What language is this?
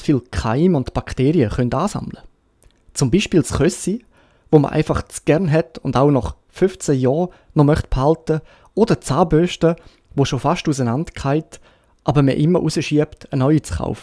Swiss German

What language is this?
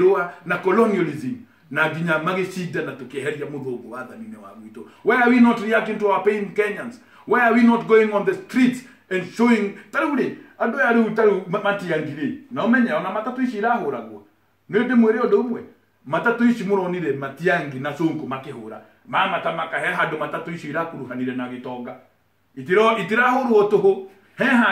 Kikuyu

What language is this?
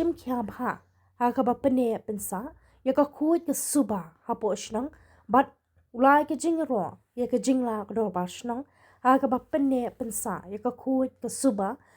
Khasi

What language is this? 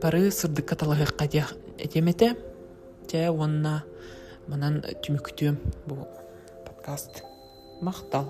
Yakut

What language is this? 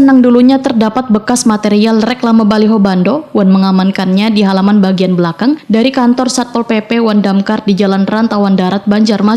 Banjar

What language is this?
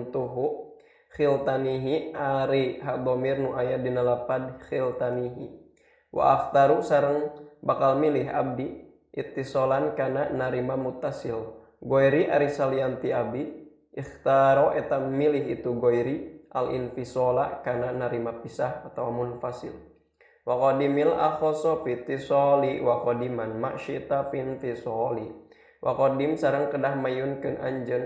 Sundanese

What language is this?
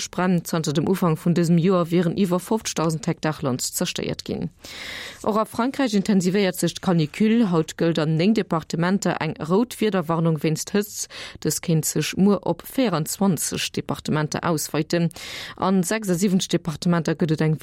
Luxembourgish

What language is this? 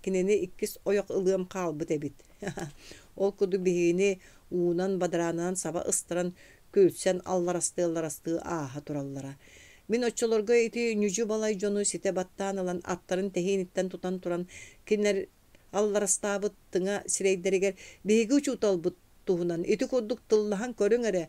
Yakut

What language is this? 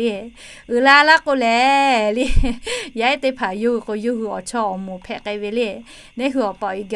Lahu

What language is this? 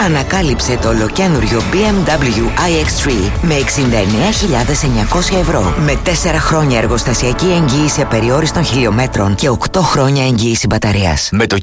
Greek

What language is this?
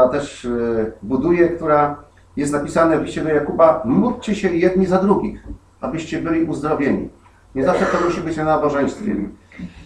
Polish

